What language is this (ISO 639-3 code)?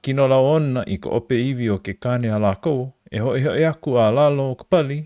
haw